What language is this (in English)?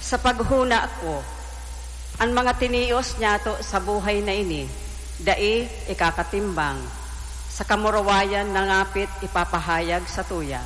Bikol